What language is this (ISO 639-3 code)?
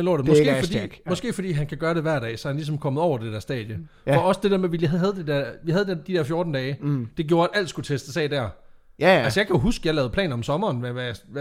dan